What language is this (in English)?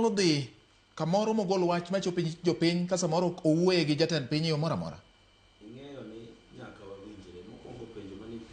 Luo (Kenya and Tanzania)